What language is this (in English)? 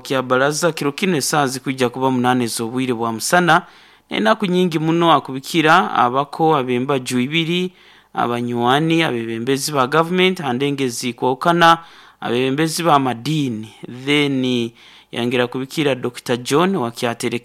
Nyoro